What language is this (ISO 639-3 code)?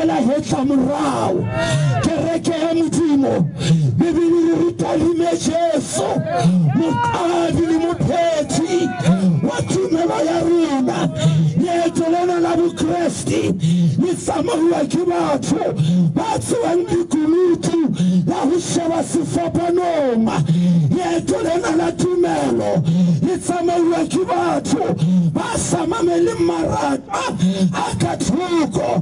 sot